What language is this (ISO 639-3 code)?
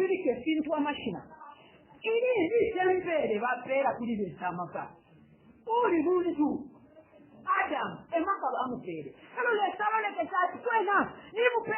bem